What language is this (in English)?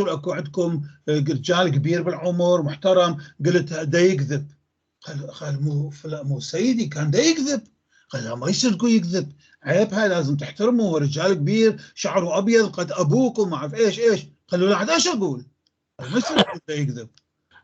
North Levantine Arabic